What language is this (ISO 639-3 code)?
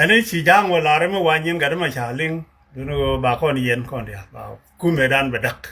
nus